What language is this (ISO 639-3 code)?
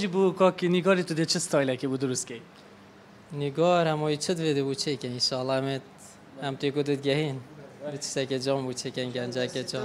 kur